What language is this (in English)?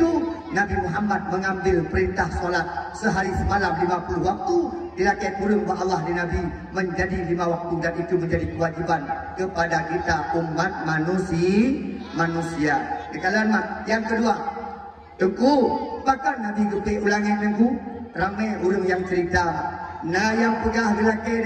Achinese